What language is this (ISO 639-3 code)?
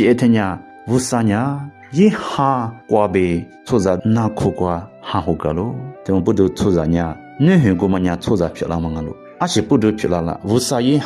lis